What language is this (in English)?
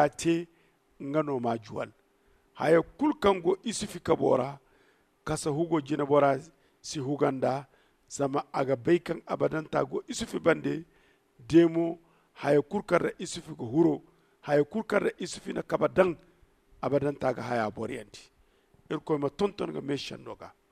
Zarma